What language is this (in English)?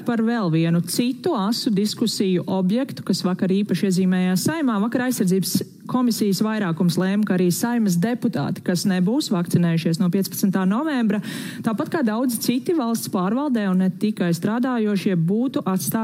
Latvian